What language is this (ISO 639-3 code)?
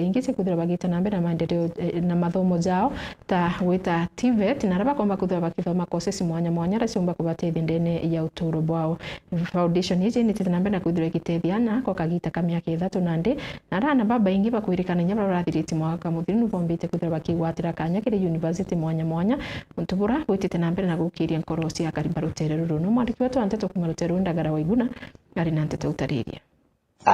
mer